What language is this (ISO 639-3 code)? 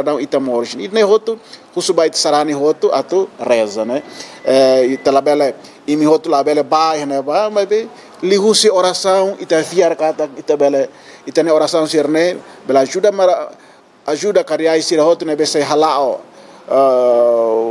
tet